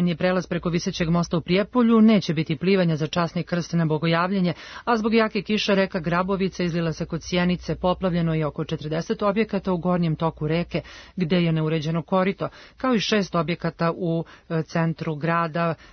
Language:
Serbian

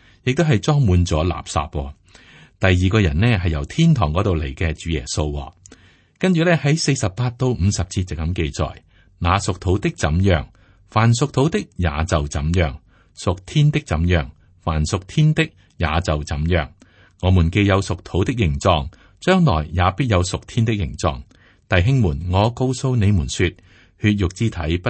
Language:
Cantonese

